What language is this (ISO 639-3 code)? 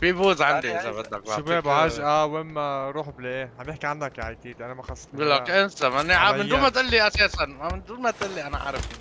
apc